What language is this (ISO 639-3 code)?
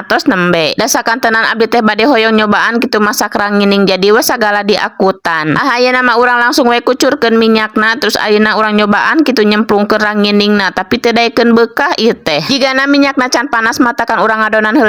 sun